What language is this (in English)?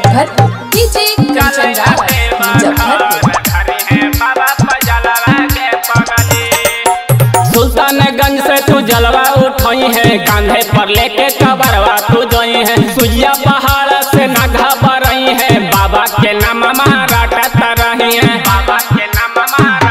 Bhojpuri